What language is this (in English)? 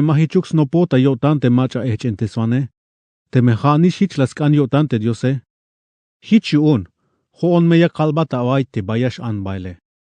Tzeltal